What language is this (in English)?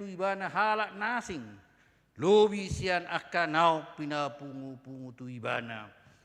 Batak Toba